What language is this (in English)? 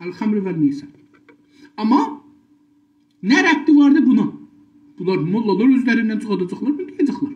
South Azerbaijani